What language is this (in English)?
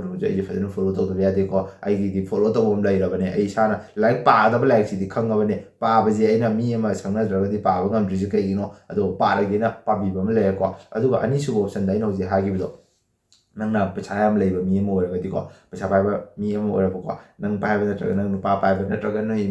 Manipuri